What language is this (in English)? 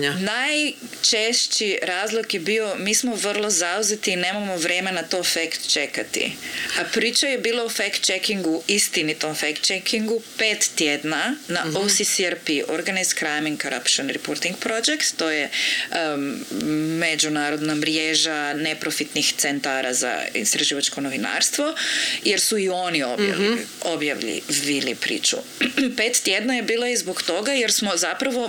Croatian